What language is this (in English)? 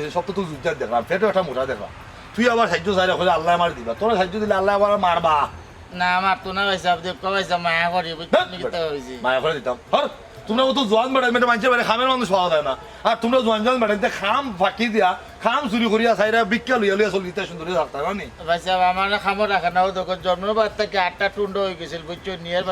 Sylheti